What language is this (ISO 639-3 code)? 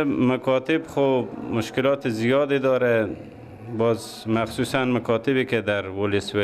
fas